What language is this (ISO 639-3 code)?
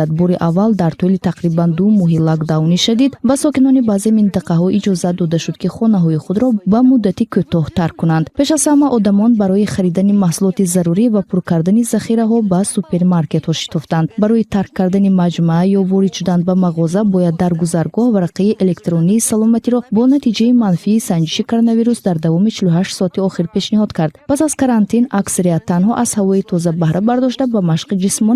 tgk